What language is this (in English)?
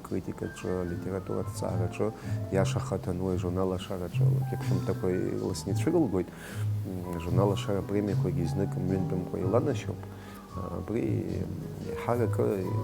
Abkhazian